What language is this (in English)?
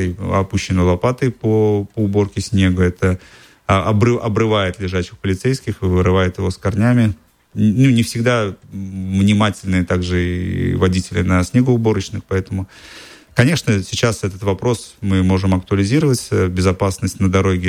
Russian